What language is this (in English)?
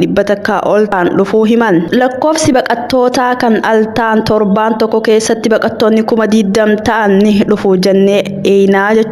Oromo